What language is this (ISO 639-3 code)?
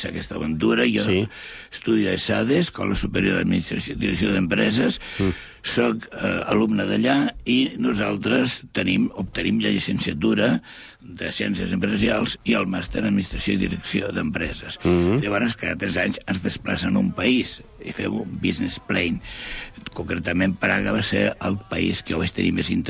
cat